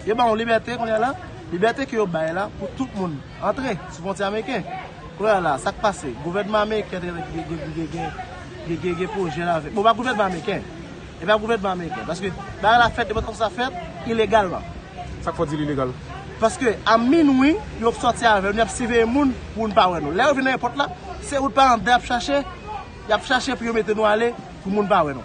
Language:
Haitian Creole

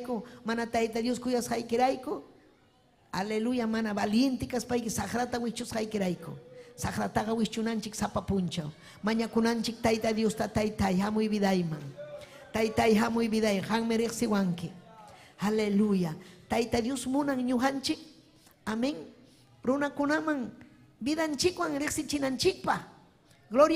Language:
Ayacucho Quechua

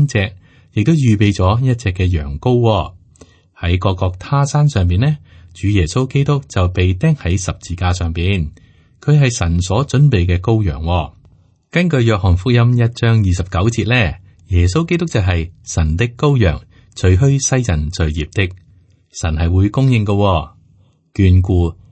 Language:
Cantonese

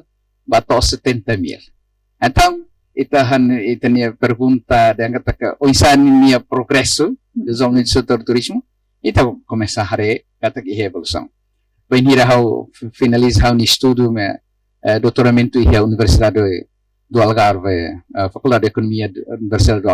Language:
Tetum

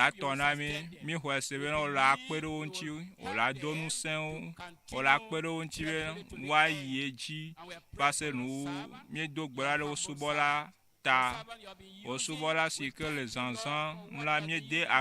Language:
Ewe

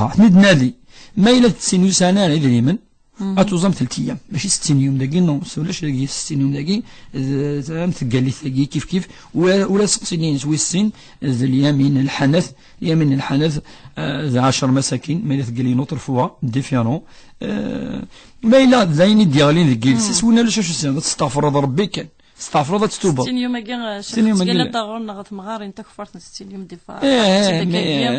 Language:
Kabyle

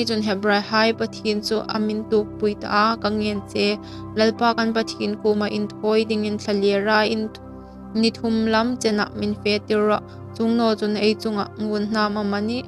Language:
Hmar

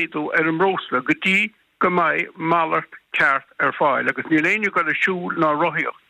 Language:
Irish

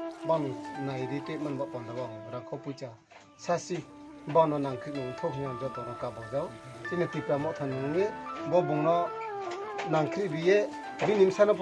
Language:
Kok Borok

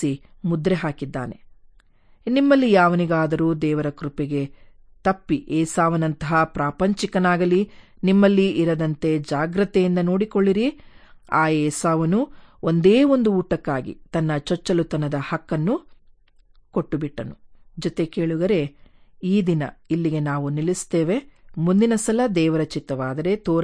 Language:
Kannada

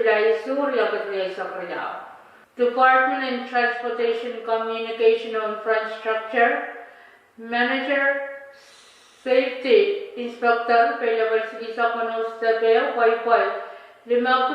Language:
Pohnpeian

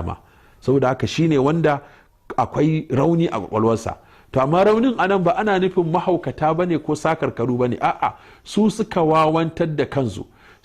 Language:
Hausa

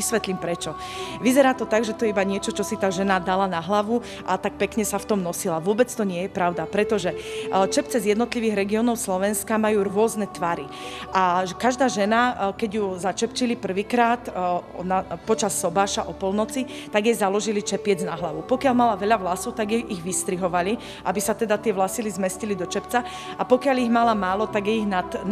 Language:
Slovak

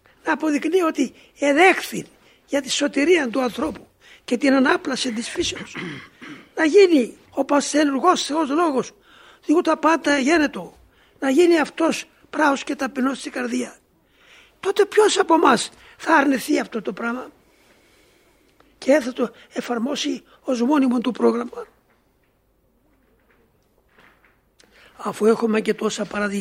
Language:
Greek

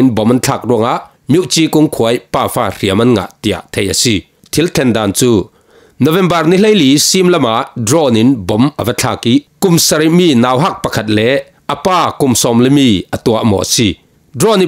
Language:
Falam Chin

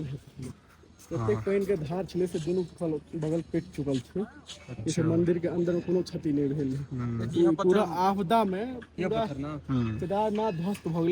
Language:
Maithili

